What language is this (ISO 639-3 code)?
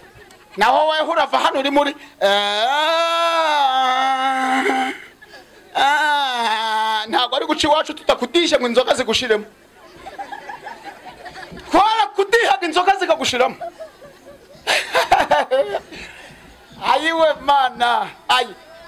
kin